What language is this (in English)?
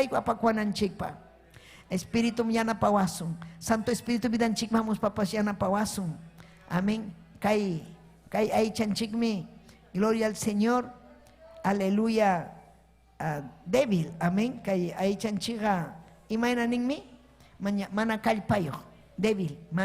Ayacucho Quechua